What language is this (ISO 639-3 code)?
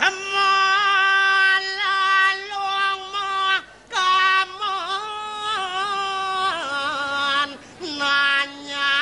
ban